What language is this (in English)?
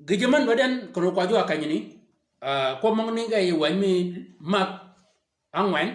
Shilluk